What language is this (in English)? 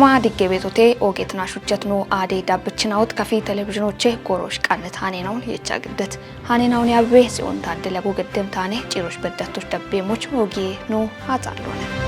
Kafa